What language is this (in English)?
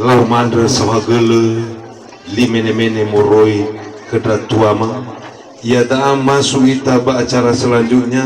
Nias